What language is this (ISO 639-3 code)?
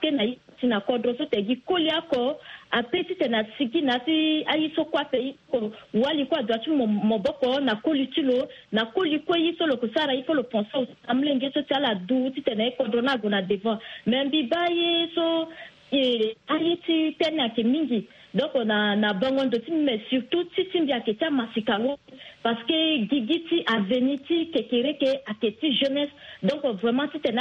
sag